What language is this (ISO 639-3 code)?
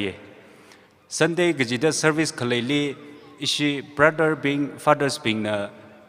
nmf